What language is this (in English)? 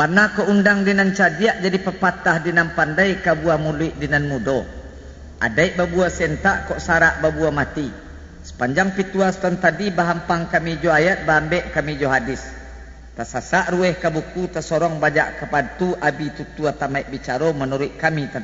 Minangkabau